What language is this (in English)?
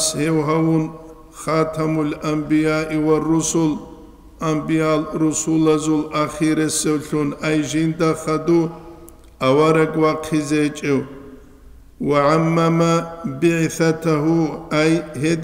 Avaric